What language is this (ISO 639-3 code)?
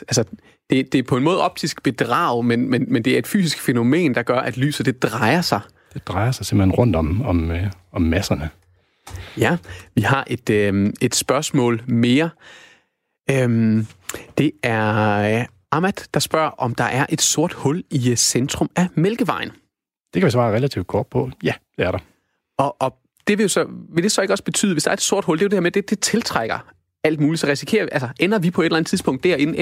dan